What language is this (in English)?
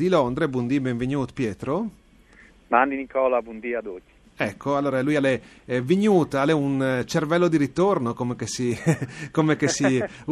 Friulian